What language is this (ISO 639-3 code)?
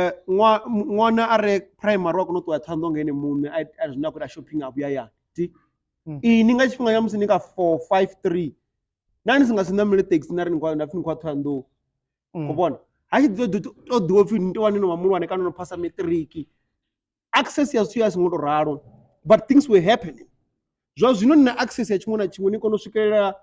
ven